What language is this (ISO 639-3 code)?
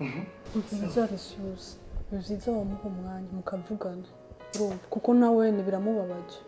run